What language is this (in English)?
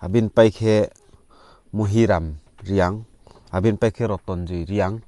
Riang (India)